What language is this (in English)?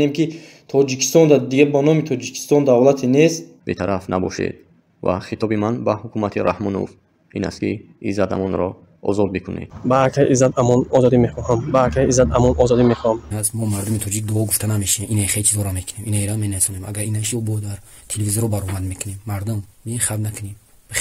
Tajik